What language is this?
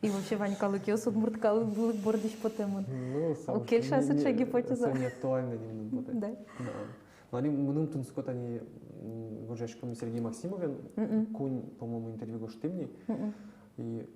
Udmurt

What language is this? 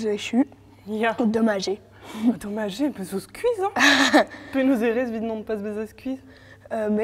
Breton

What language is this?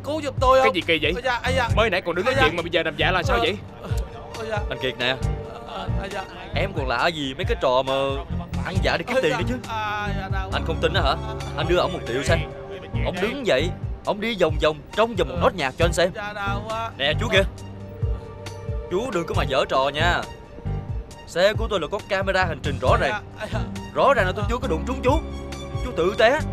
Vietnamese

